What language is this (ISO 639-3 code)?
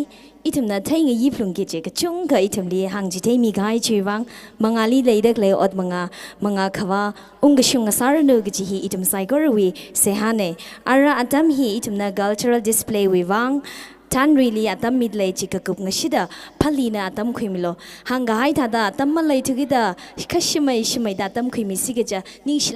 nmf